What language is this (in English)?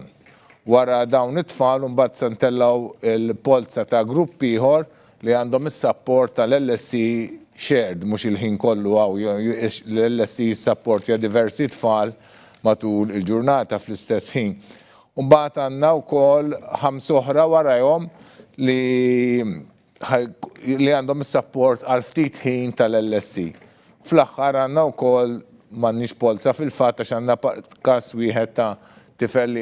Maltese